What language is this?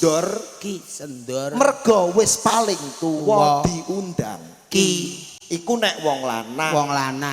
Javanese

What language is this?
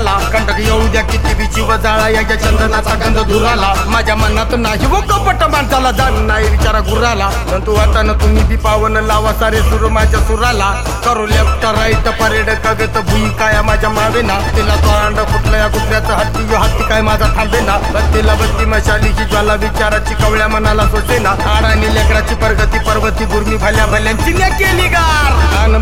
Marathi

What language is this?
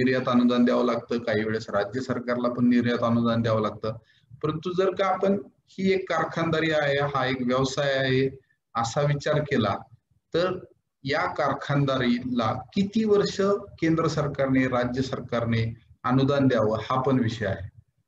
Marathi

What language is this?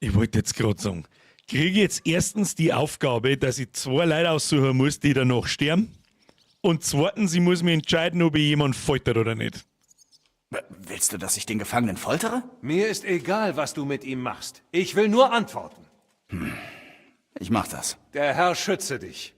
Bavarian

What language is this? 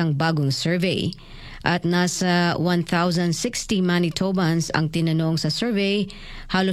Filipino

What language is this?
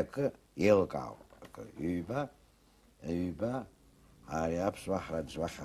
Abkhazian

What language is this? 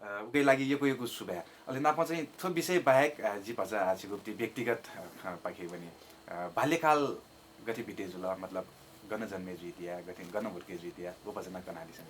Newari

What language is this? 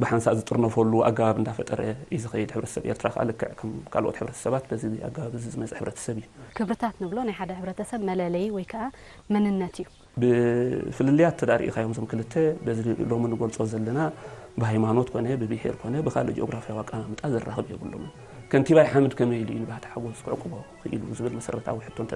Tigrinya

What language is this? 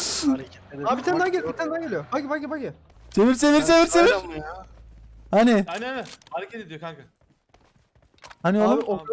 Turkish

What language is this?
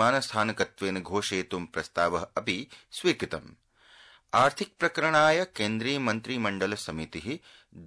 Sanskrit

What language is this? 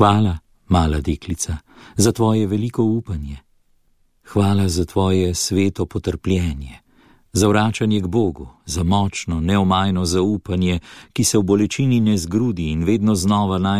Slovenian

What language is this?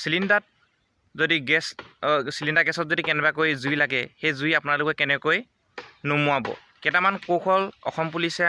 Assamese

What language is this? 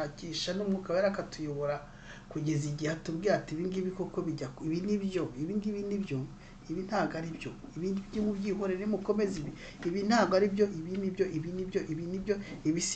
Kinyarwanda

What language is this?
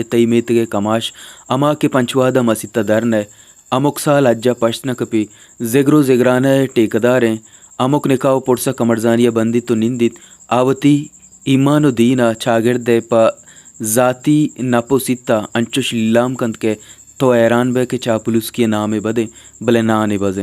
Baluchi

